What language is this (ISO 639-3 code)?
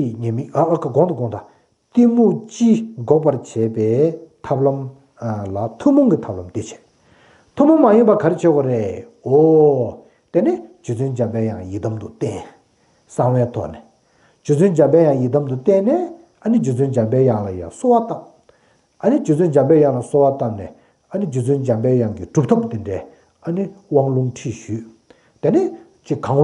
bod